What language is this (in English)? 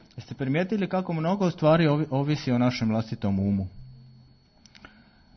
Croatian